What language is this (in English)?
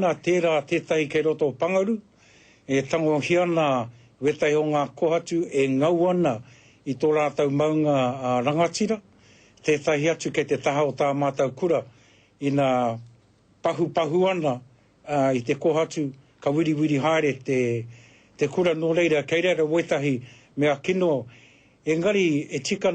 Māori